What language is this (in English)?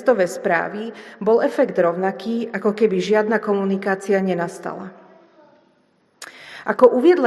Slovak